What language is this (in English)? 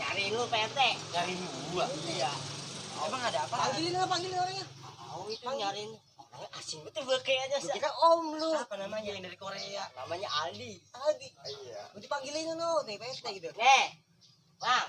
Betawi